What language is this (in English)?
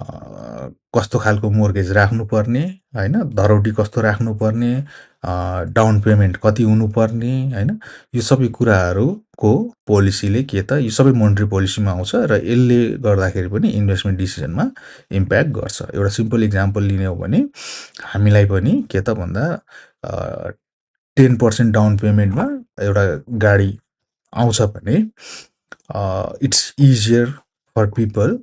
Nepali